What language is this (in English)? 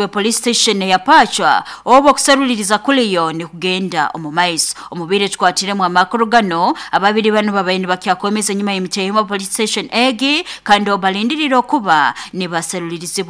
Nyoro